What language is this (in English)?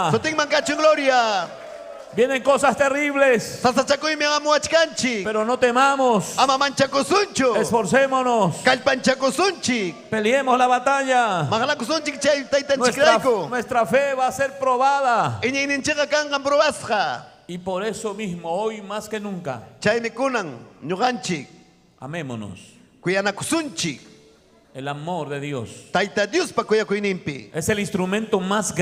Ayacucho Quechua